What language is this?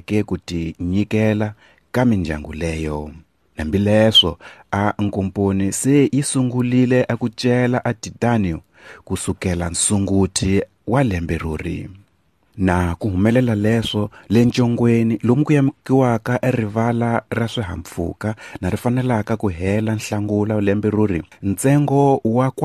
Tsonga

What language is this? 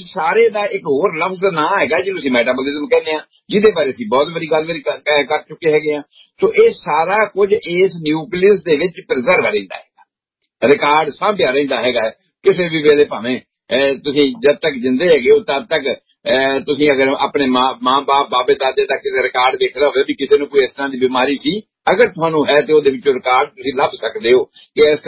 Punjabi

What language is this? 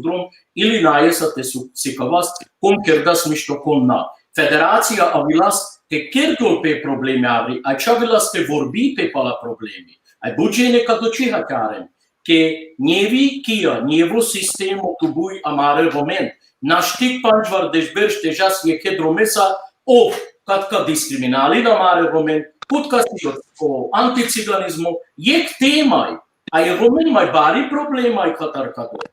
Balkan Romani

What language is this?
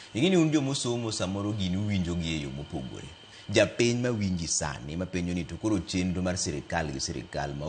Luo (Kenya and Tanzania)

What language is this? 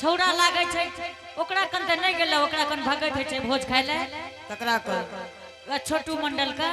Angika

